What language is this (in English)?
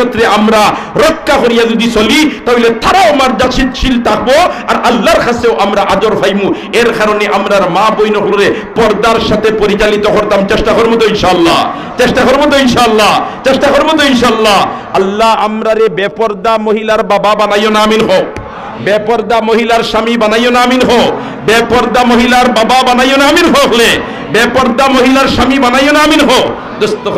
Sylheti